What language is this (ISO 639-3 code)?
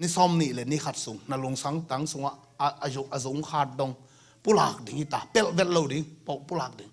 ctd